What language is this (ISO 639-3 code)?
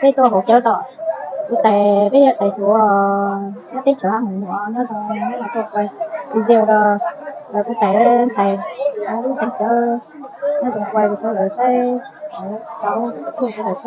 hmn